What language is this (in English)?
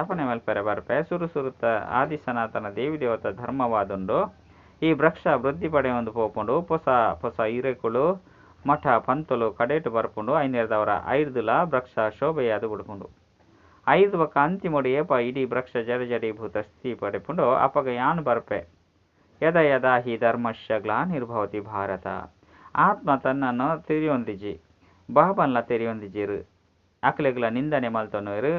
Tulu